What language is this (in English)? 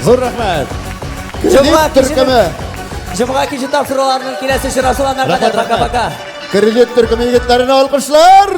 Tatar